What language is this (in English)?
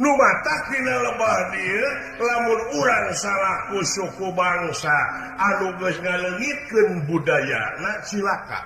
Sundanese